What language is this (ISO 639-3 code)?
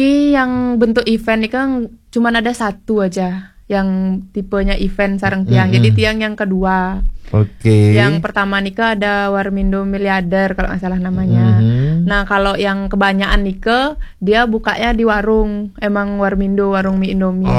ban